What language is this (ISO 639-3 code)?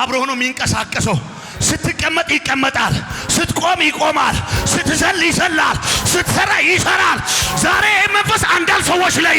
amh